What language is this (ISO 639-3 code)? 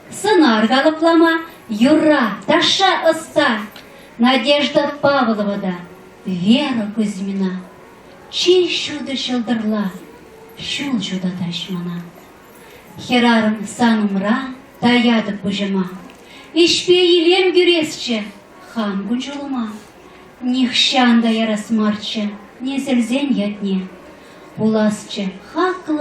chv